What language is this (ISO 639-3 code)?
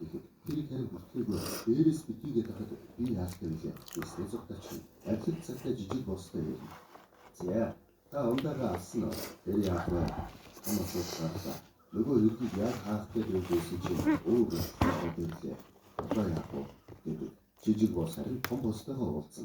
mon